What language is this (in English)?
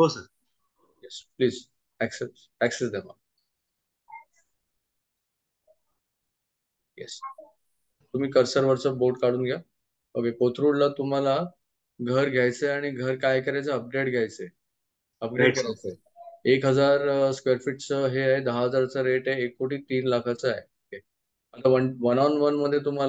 Marathi